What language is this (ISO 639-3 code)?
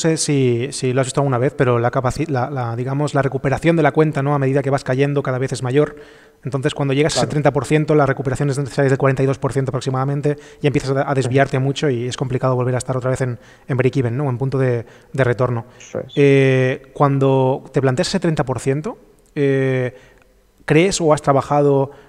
spa